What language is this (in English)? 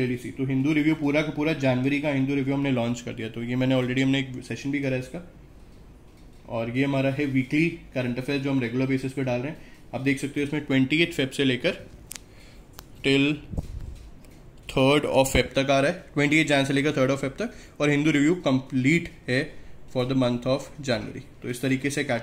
Hindi